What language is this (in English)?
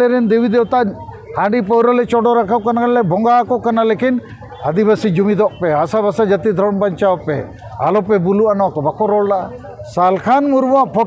Santali